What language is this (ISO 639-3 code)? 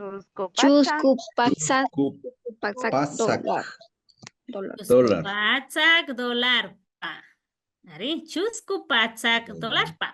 qvi